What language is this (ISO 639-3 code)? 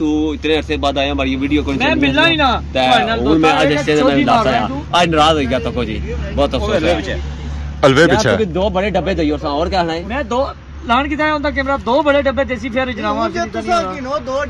phr